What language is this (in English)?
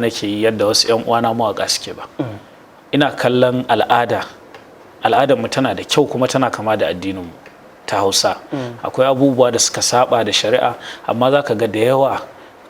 Hausa